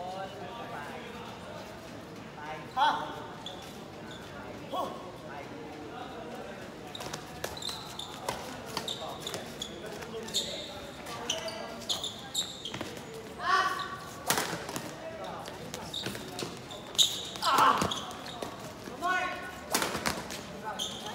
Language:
Filipino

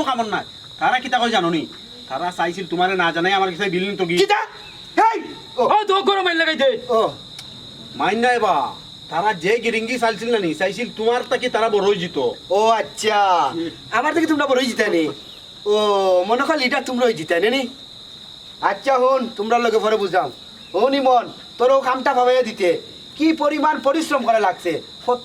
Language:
Sylheti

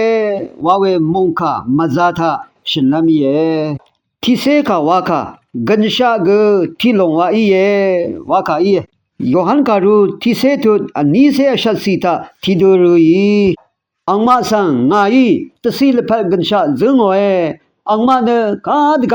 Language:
Rawang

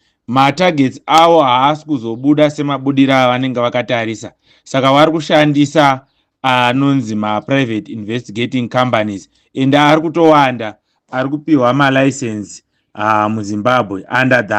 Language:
Shona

